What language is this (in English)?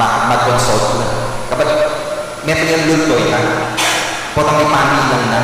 Pampanga